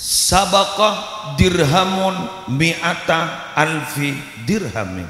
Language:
Madurese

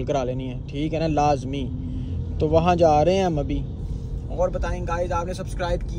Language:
Hindi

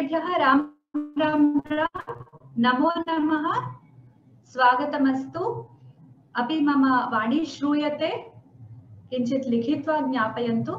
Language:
Sanskrit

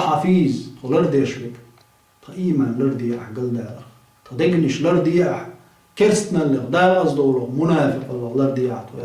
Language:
Chechen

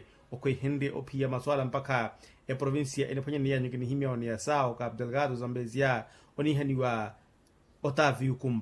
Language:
Makhuwa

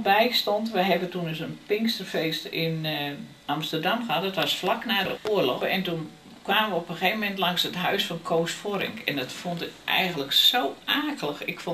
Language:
Dutch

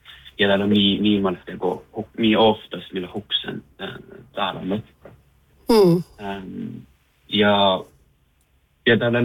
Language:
Northern Sami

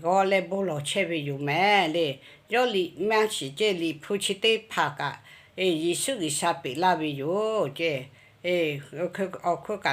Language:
Lahu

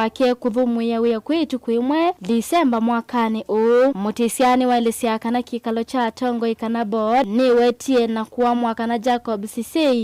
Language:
Kamba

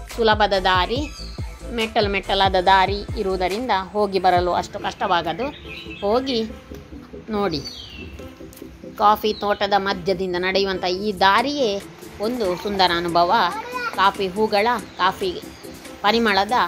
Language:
Kannada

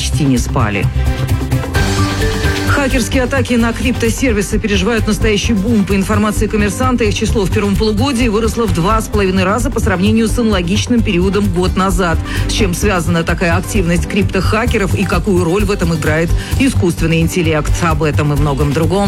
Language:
Russian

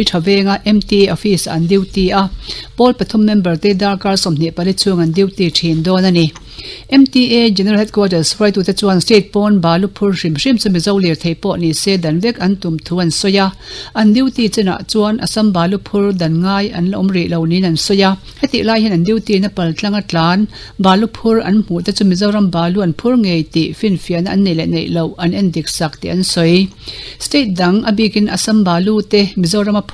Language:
Mizo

